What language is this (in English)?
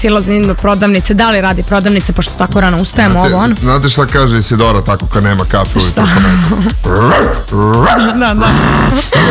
Serbian